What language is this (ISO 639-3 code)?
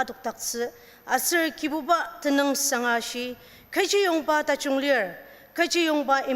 njo